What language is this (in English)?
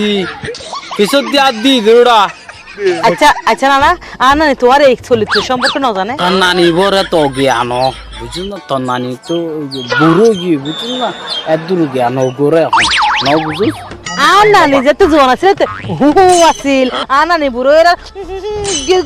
Rohingya